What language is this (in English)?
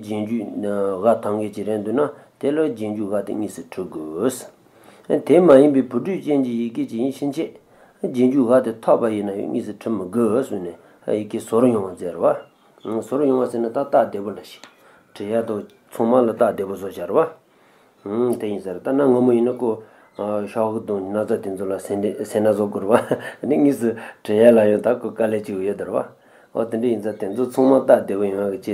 Tibetan